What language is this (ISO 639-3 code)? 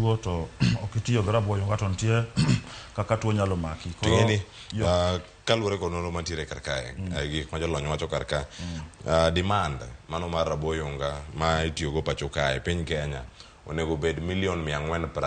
luo